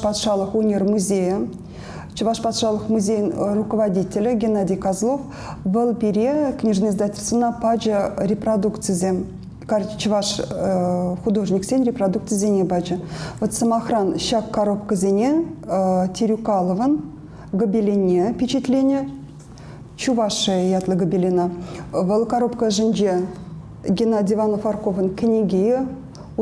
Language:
Chuvash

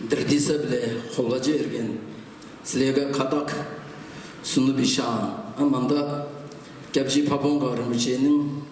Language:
Tuvinian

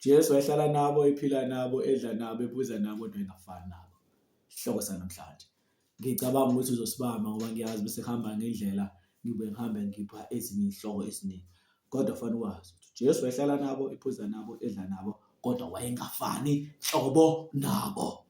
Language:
Zulu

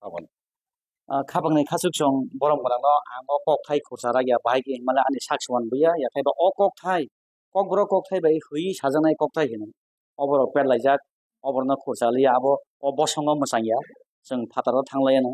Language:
Kok Borok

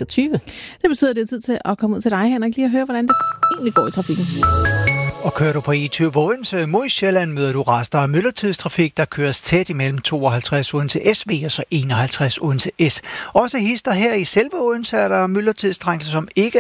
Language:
Danish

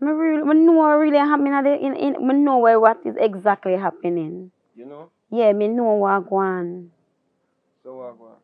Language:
Jamaican Creole English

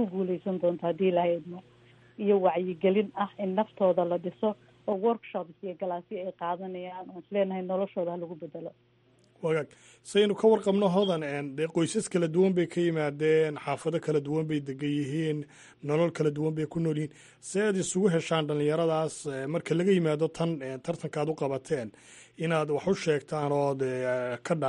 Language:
Somali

